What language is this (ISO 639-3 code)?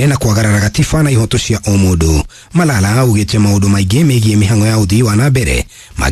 kik